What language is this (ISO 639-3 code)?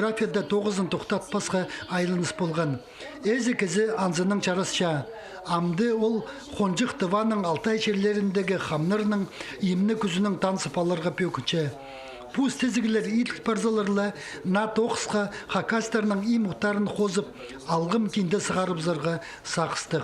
kjh